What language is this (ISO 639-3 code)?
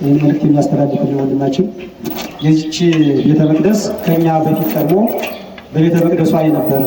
amh